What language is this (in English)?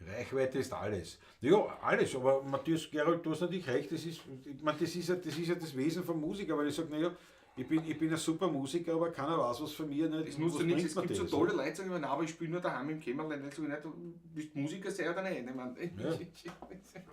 Bavarian